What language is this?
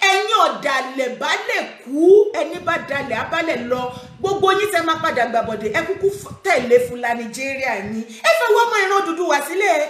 Yoruba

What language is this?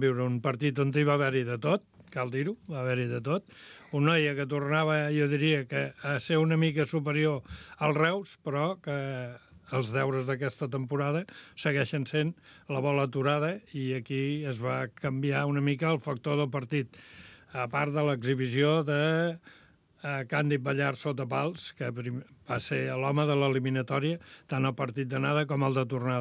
Catalan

